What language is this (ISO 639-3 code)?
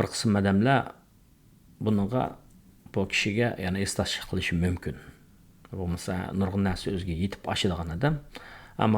uig